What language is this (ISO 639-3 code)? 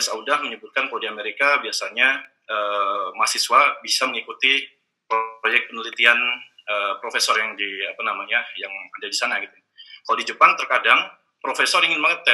ind